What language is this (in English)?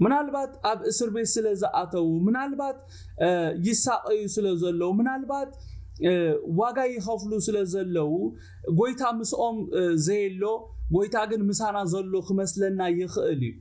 Tigrinya